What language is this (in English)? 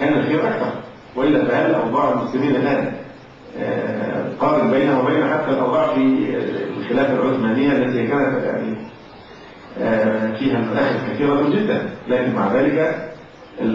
Arabic